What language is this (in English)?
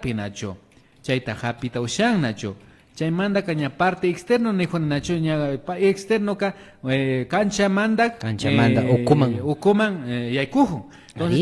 Imbabura Highland Quichua